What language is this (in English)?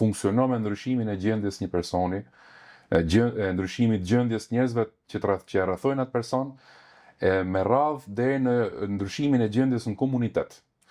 Albanian